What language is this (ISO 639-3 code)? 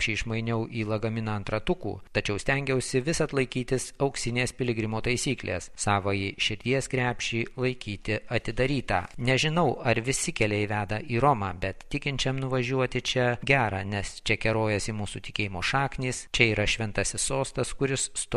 lit